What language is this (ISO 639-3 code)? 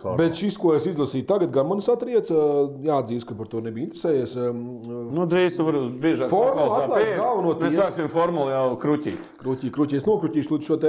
lav